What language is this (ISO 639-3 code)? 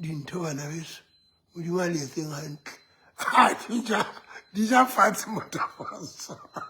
sot